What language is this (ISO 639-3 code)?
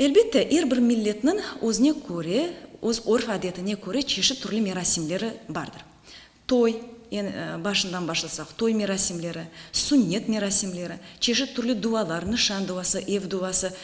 crh